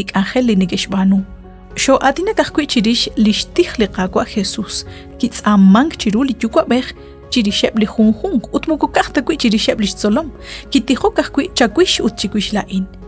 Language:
Kekchí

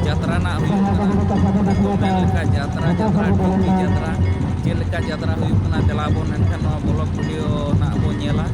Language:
Santali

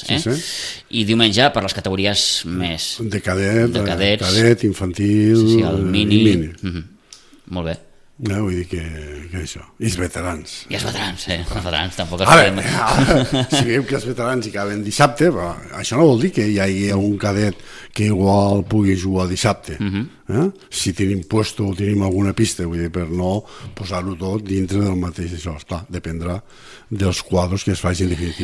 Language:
Catalan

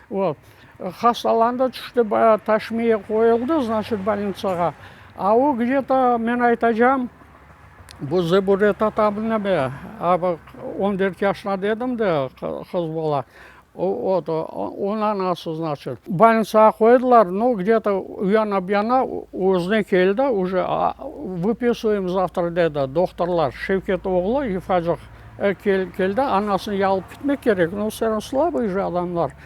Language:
Crimean Tatar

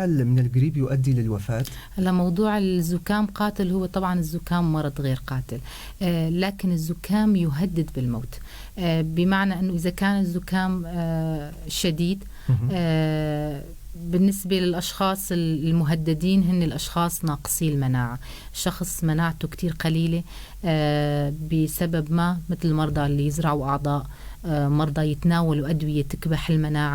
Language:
North Levantine Arabic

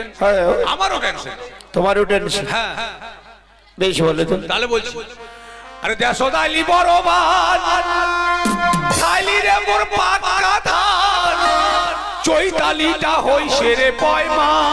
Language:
Bangla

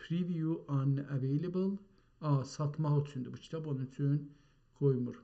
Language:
South Azerbaijani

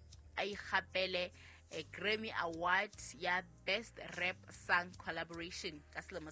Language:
Southern Sotho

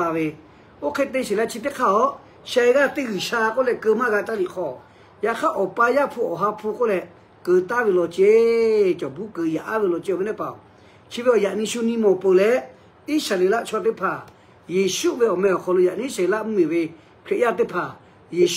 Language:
Lahu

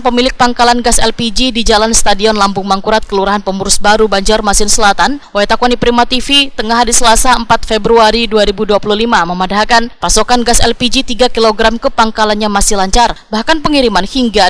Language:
Banjar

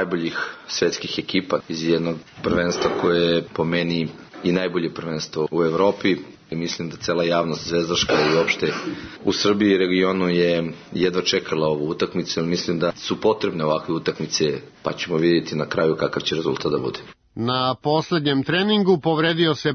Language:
Serbian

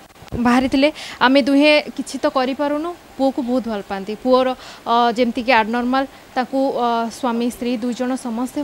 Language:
Odia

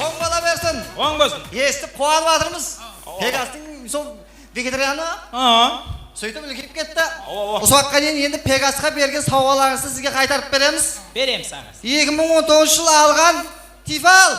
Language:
Kara-Kalpak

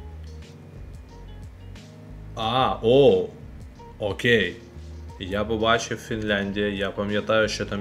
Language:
Ukrainian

